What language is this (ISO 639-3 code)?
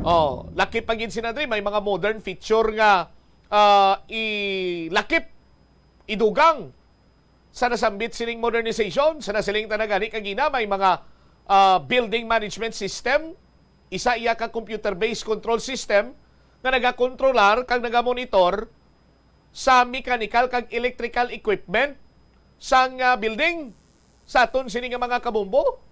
hil